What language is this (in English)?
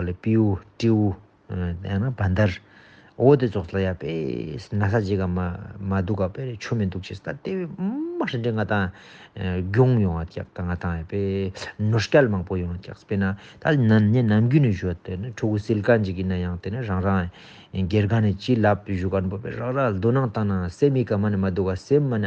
Ladakhi